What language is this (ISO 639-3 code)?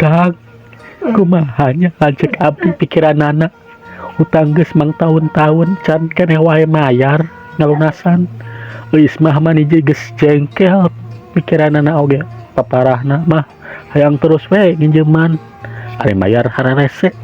sun